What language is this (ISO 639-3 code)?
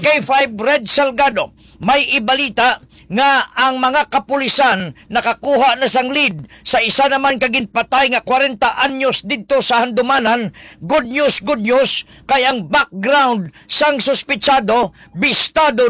hil